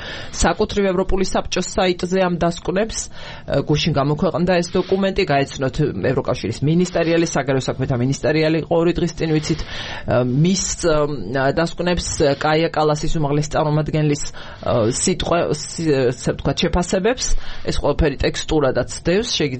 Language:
Georgian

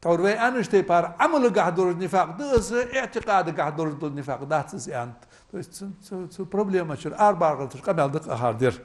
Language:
Ingush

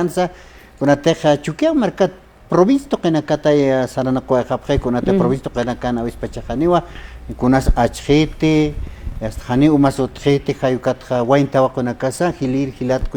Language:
Aymara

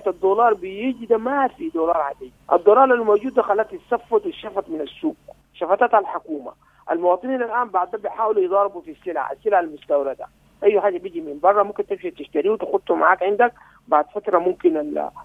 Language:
Sudanese Arabic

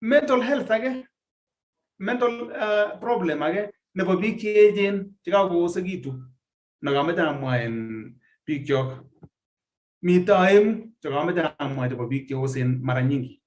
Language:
Kalenjin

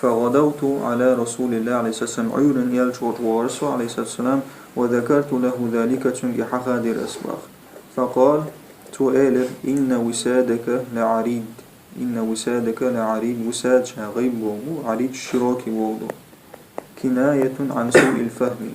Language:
Chechen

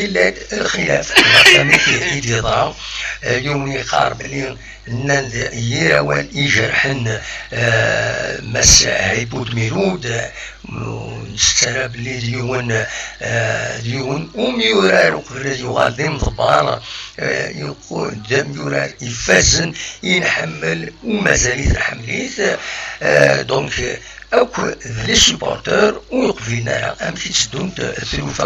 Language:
Kabyle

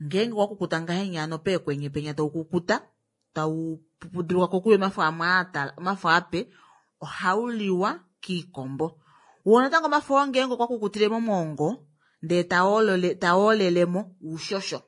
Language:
Kuanyama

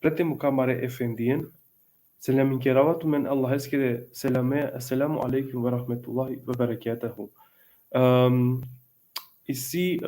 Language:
Balkan Romani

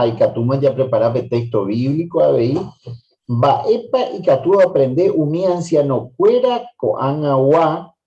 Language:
Guarani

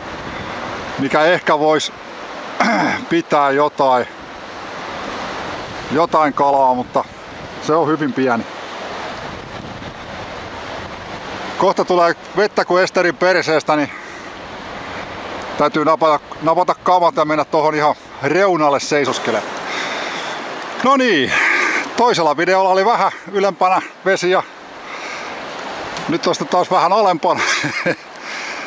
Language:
Finnish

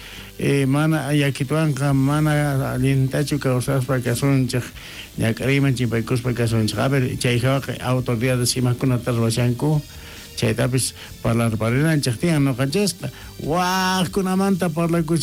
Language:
South Bolivian Quechua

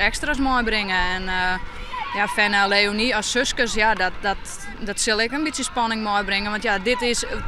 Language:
Western Frisian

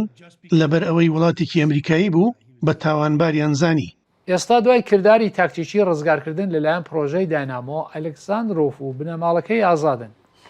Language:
Central Kurdish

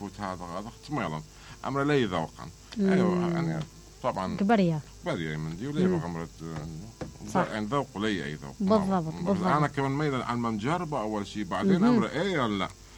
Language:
Mesopotamian Arabic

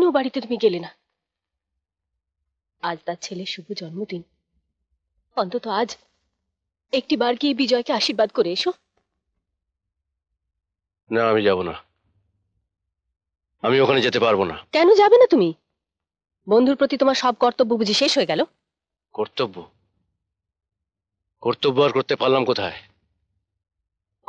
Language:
Bangla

